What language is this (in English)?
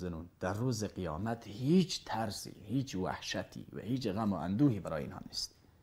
Persian